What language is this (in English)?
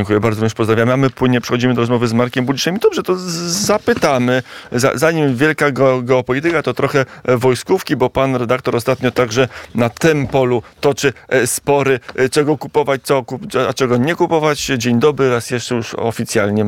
Polish